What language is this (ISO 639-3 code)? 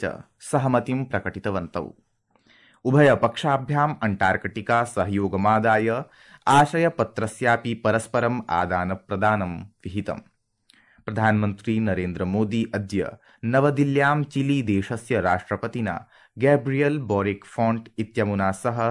san